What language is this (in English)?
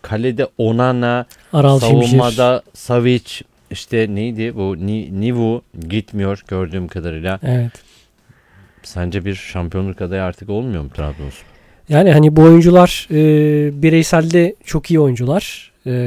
Turkish